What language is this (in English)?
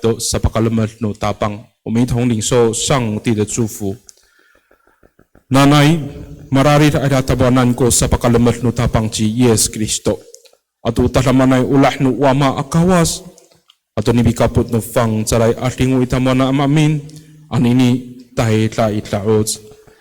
Amis